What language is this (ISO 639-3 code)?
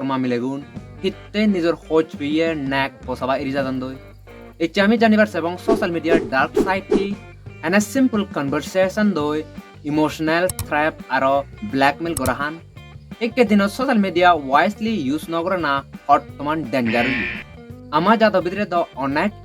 ccp